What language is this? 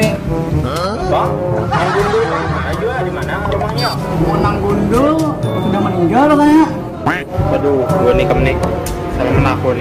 Banjar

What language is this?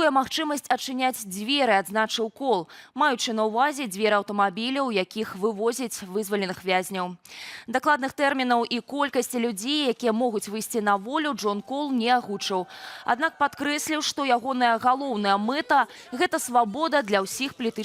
Belarusian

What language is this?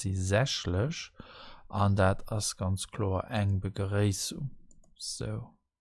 Luxembourgish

